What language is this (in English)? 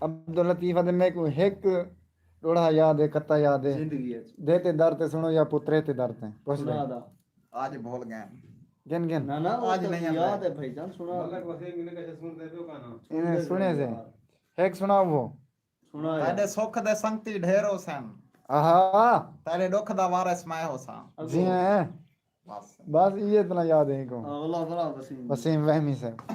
Saraiki